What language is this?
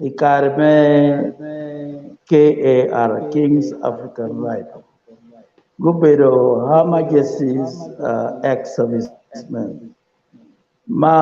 Acoli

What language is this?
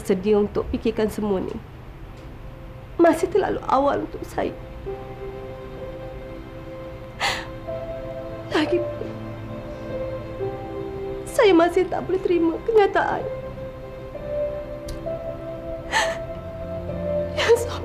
Malay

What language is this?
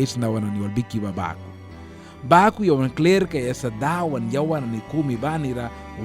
Mískito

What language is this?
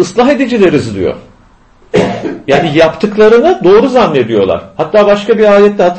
Turkish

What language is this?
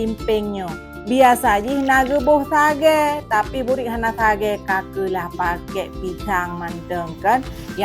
Achinese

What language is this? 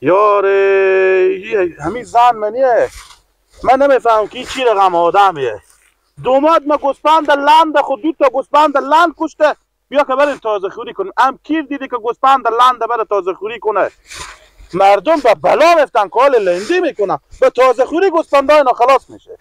Persian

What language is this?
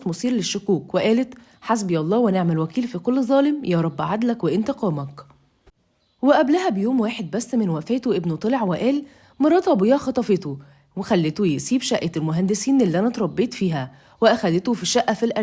Egyptian Arabic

